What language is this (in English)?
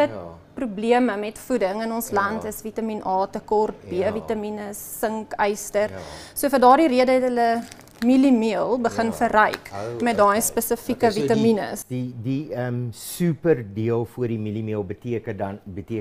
Afrikaans